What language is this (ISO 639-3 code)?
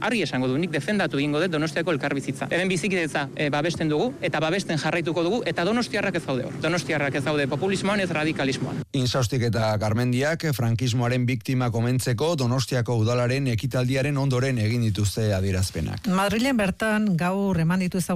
eus